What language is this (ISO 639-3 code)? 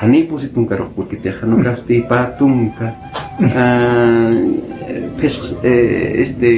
aym